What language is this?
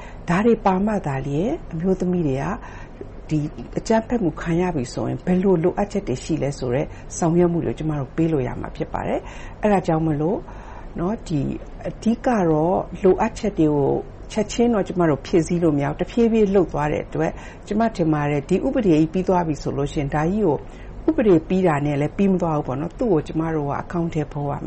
Burmese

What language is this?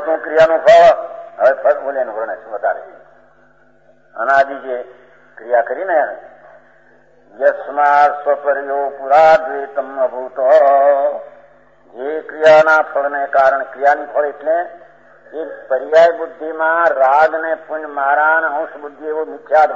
Gujarati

